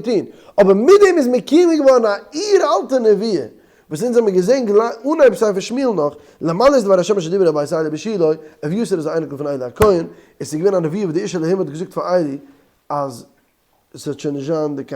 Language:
Yiddish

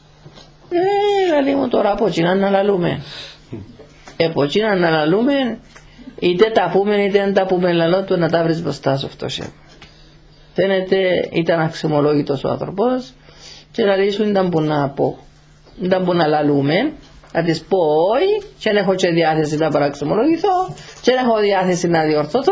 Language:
Greek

